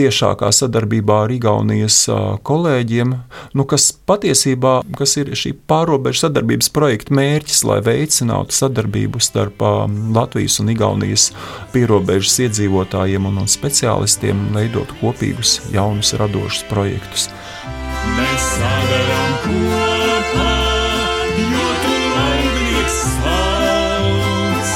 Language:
Latvian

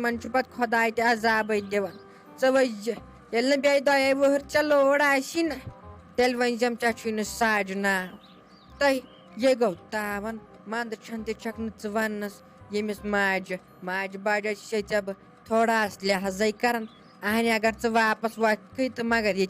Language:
Kashmiri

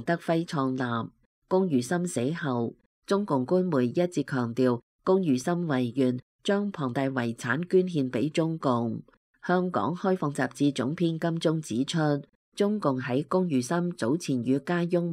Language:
Cantonese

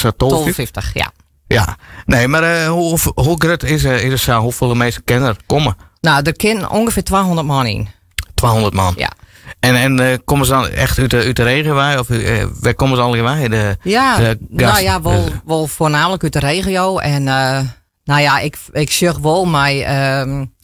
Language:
Western Frisian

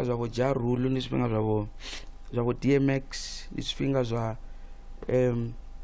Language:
Venda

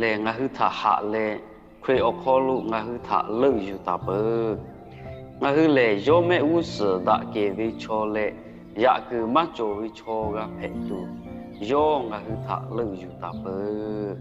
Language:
Lahu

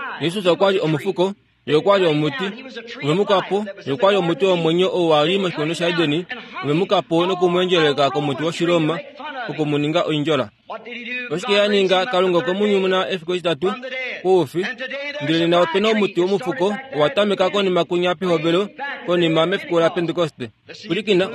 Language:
Kuanyama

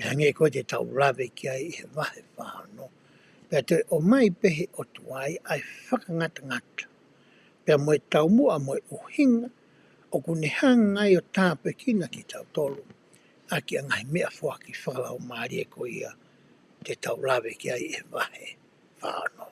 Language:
Tongan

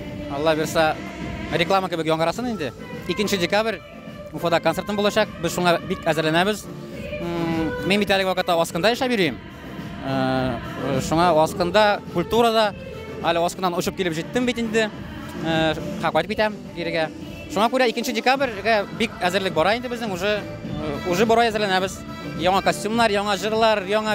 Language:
Tatar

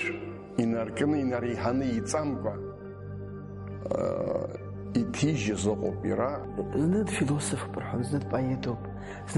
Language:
Abkhazian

